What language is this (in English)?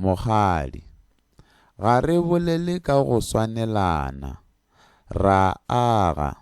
Northern Sotho